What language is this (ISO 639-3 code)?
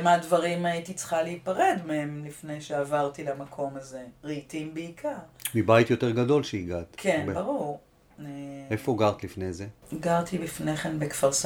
heb